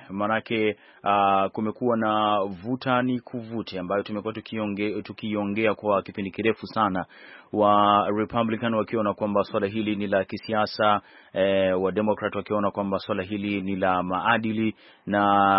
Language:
Swahili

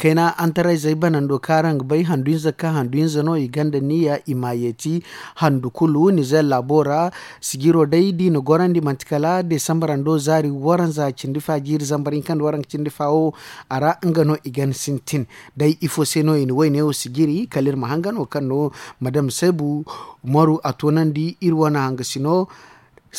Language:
Zarma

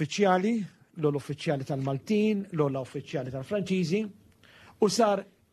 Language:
Maltese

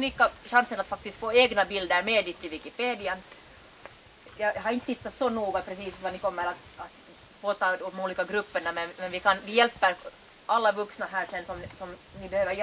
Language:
Swedish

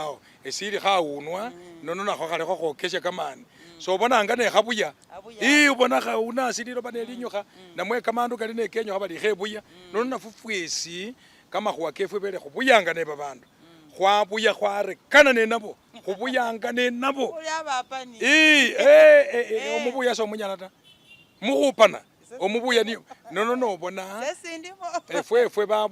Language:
Masaaba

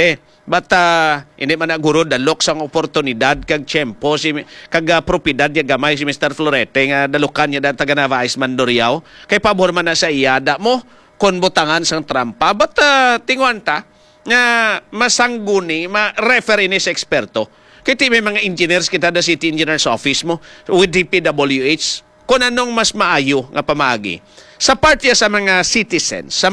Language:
Hiligaynon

